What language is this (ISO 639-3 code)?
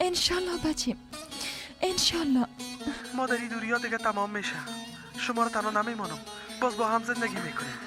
fas